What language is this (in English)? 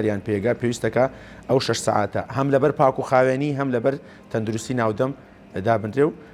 Central Kurdish